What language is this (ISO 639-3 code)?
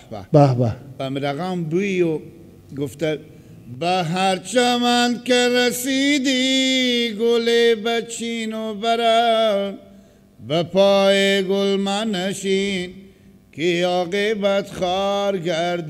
fas